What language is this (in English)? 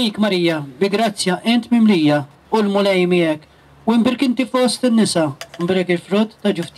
Maltese